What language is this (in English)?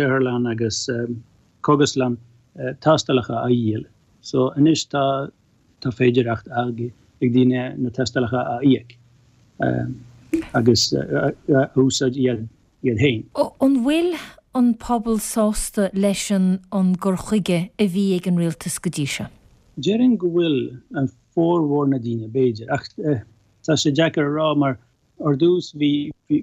Irish